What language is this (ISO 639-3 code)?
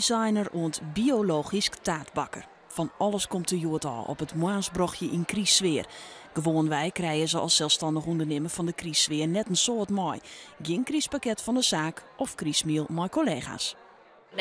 fry